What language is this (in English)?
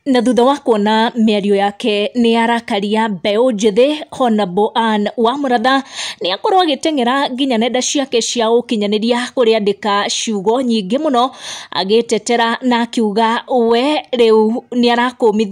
Kikuyu